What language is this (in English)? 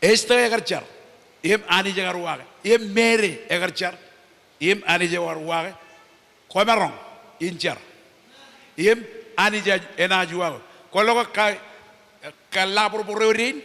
Marshallese